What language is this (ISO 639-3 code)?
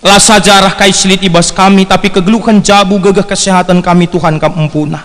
btx